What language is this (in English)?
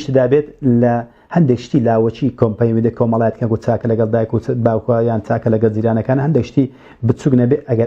Central Kurdish